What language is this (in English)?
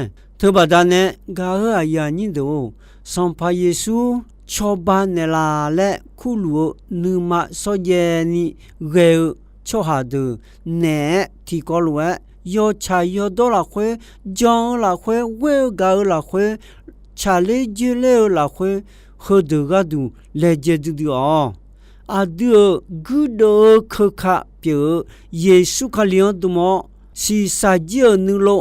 Akha